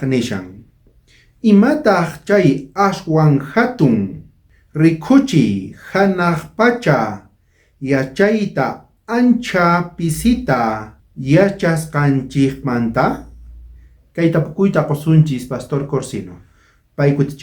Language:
South Bolivian Quechua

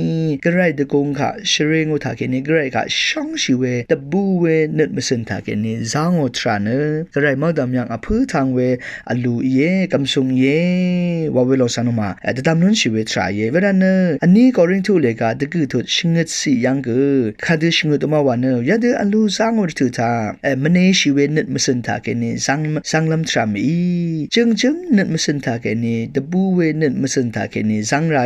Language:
Rawang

